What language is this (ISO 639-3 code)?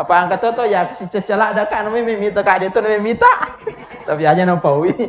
bug